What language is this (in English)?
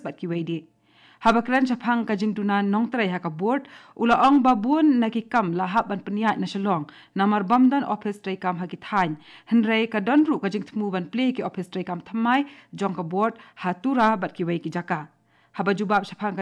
Khasi